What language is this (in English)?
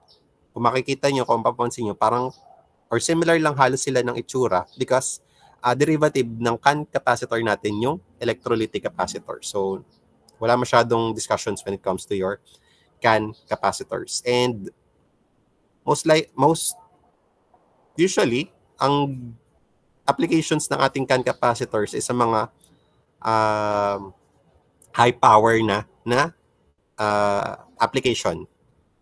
Filipino